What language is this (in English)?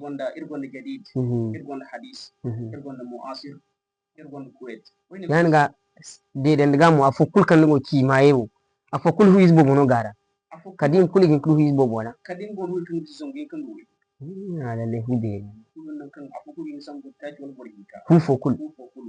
Zarma